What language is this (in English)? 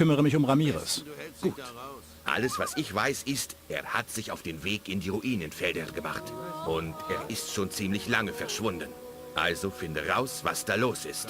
Bavarian